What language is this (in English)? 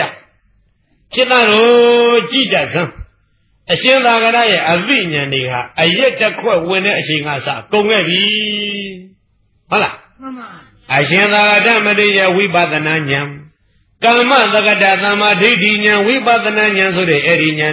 Burmese